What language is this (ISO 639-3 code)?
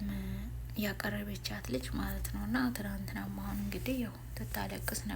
amh